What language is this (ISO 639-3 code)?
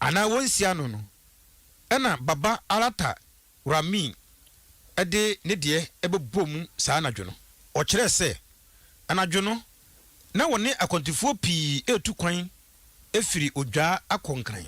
aka